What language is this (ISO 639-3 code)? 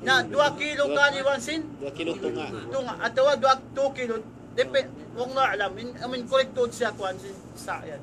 tsg